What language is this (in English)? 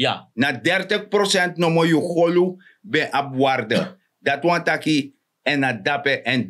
Sranan Tongo